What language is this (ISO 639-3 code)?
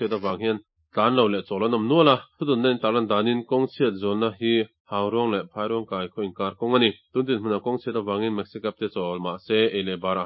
lus